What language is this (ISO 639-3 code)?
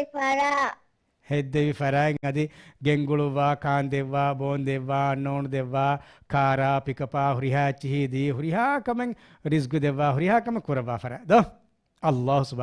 div